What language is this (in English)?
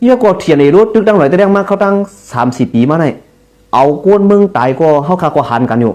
Shan